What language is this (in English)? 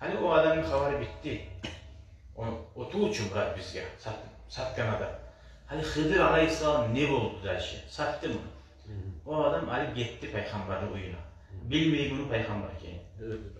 Kumyk